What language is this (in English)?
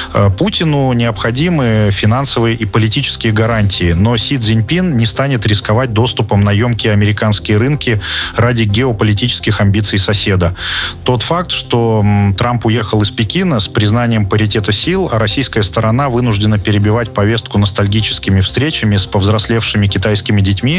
Russian